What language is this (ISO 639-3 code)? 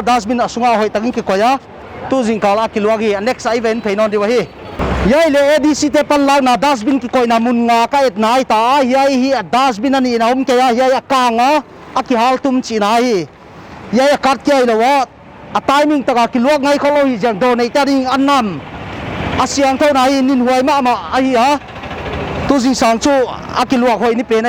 pck